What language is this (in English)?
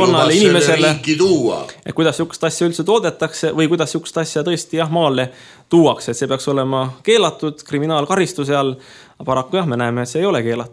Estonian